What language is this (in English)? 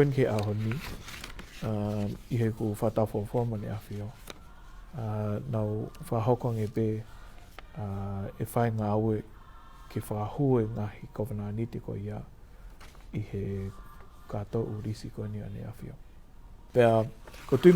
Tongan